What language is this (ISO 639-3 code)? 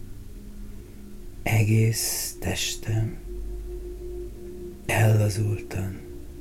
hun